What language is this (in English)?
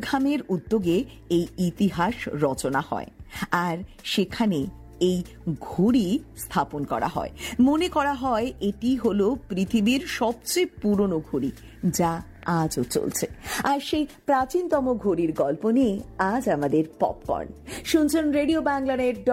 Bangla